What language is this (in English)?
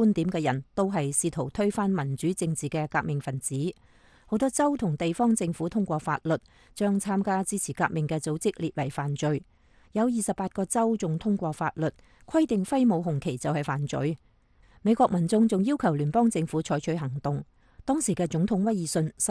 Cantonese